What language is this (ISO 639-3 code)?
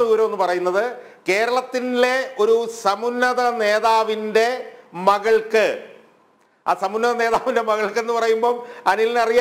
mal